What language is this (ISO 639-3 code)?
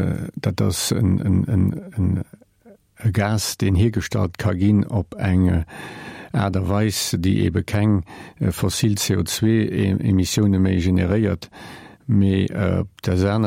ltz